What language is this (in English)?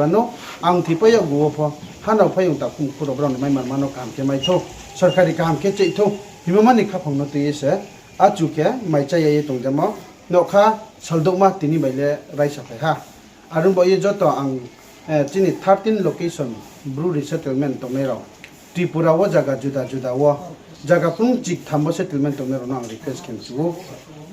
Riang (India)